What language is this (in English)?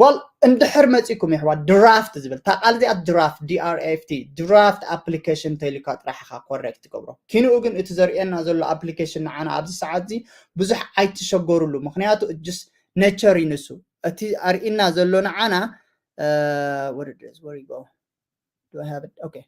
Tigrinya